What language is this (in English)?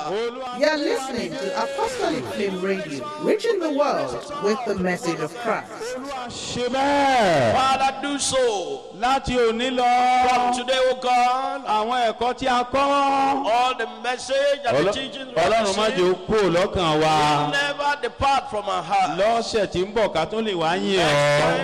Yoruba